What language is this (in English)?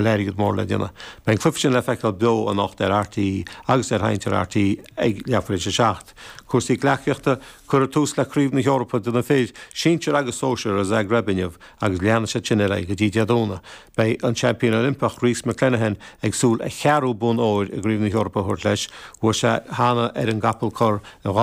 Irish